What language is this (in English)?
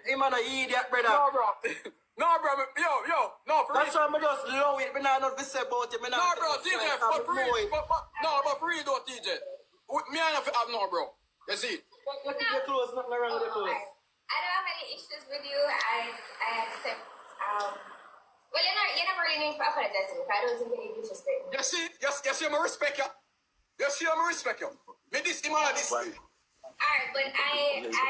Jamaican Creole English